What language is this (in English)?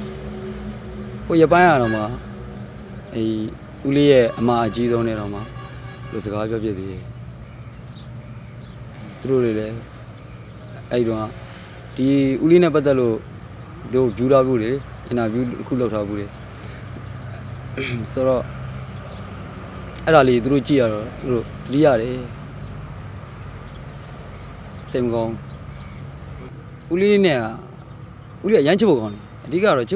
Burmese